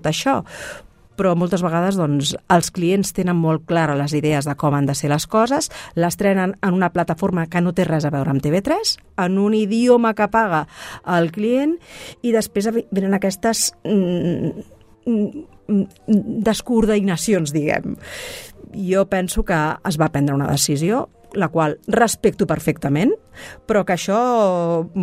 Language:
Catalan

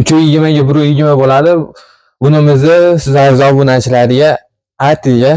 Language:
Uzbek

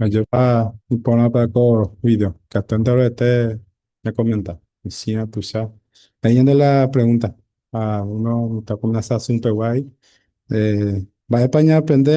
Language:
Guarani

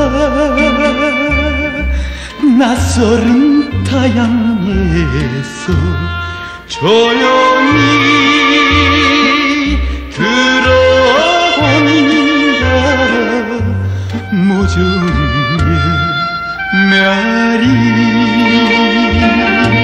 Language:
Korean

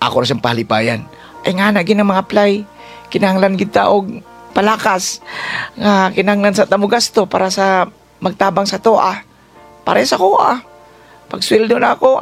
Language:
Cebuano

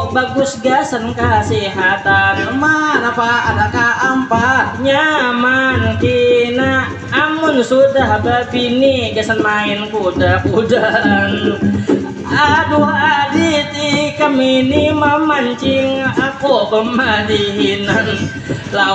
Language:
Banjar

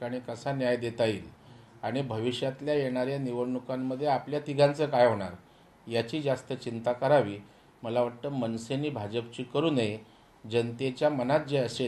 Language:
Marathi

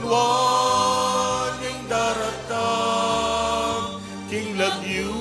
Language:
Pampanga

